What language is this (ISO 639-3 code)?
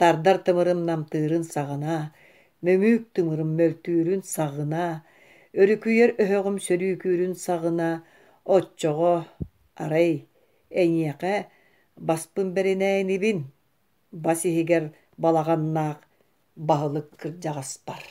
sah